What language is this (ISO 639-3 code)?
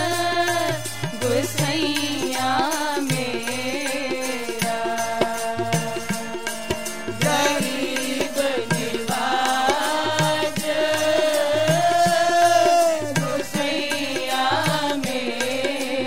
hin